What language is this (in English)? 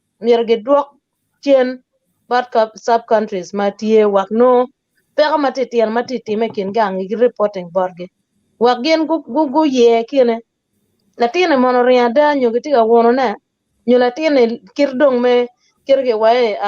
Acoli